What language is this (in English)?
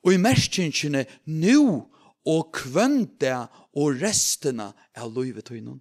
Faroese